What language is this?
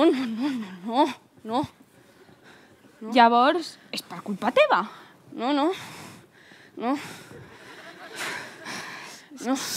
Catalan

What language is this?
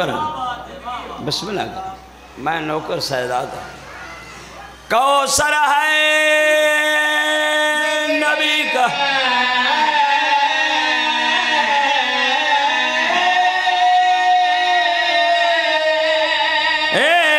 Urdu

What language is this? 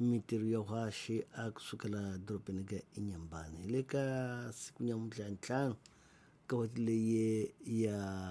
Tsonga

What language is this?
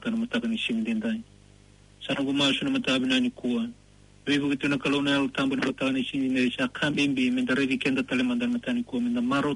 Fijian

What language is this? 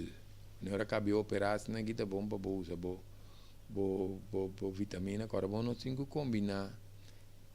Papiamento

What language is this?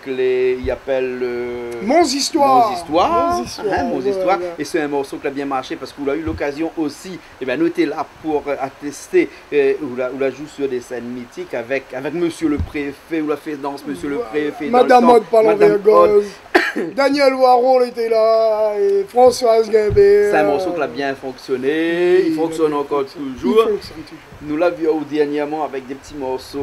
Réunion Creole French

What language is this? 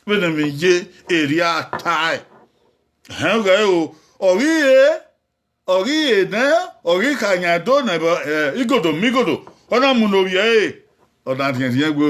Bini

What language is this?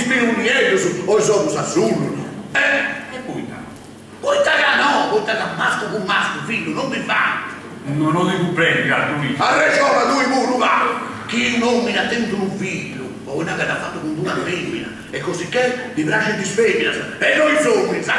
Sardinian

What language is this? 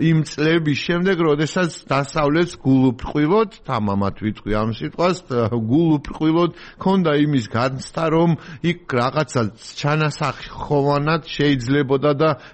Georgian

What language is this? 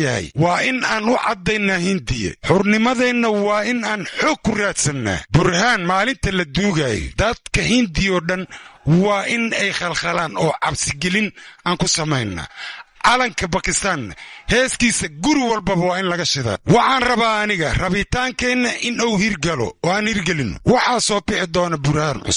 Somali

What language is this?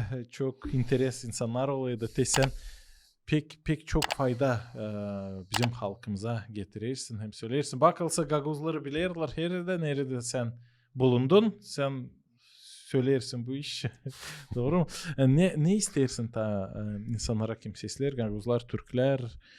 Gagauz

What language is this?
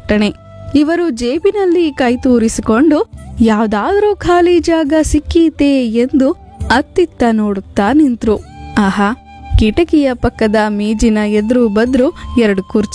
Kannada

